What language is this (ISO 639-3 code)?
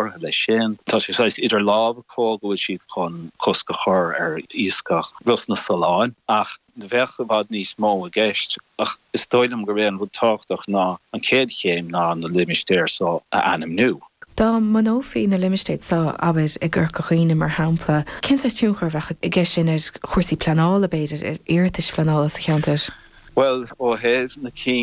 gle